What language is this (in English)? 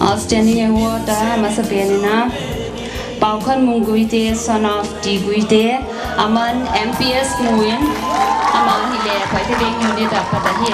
Paite Chin